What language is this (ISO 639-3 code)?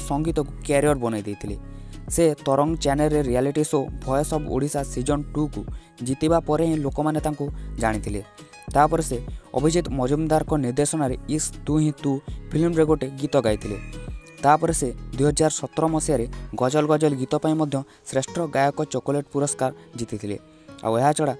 ori